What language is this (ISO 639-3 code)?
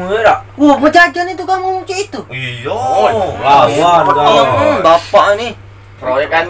mui